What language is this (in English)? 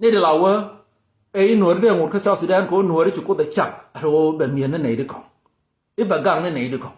Nuer